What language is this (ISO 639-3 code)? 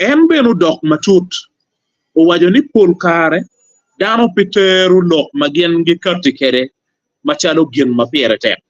ach